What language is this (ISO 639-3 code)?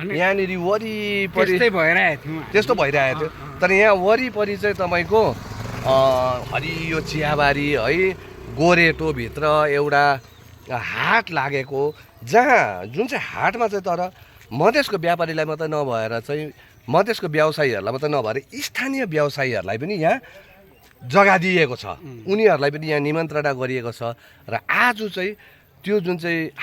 nep